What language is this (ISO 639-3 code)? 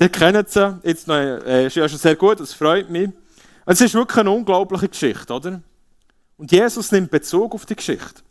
gsw